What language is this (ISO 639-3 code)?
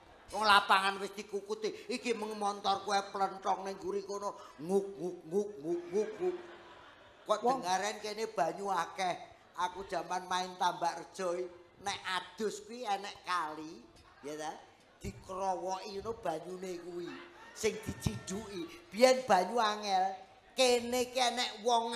jav